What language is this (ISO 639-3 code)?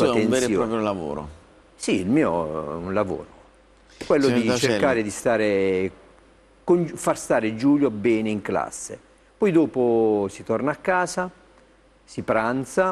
ita